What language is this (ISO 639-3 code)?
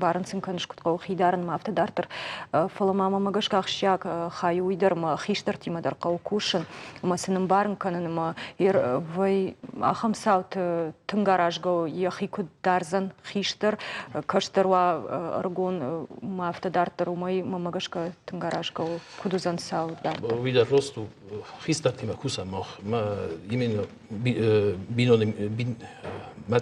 oss